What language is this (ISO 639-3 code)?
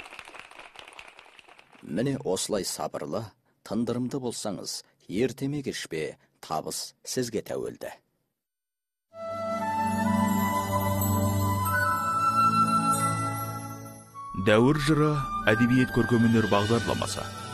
kaz